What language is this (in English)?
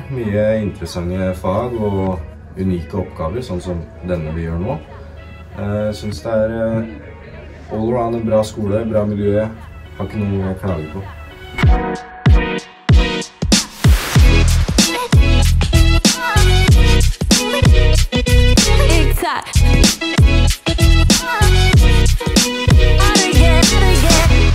Norwegian